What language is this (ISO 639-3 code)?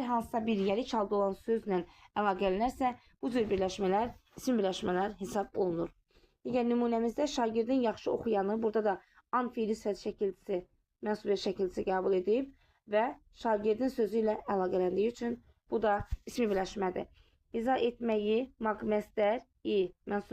aze